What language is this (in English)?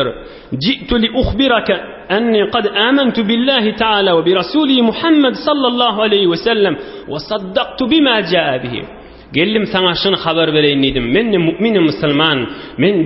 Turkmen